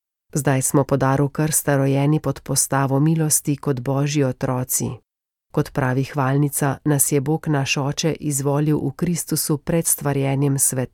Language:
Slovenian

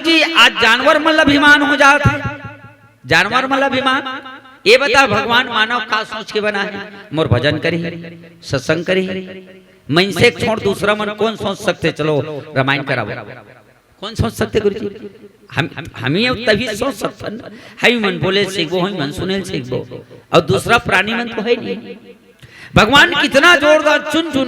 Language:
Chhattisgarhi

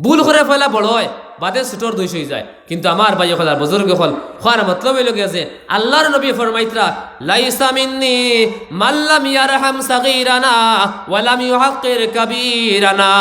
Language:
Sylheti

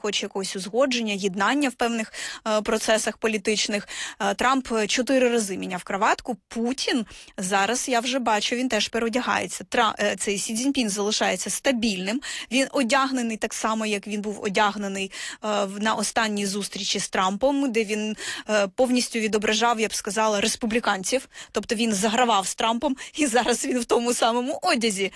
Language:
Ukrainian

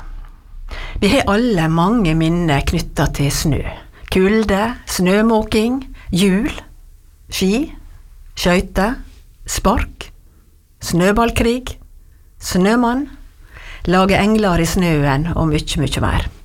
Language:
Norwegian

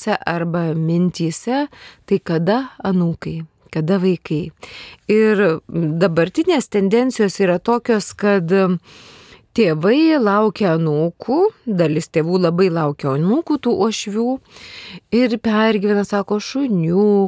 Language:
Lithuanian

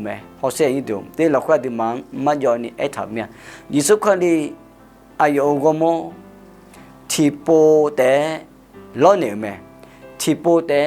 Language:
Akha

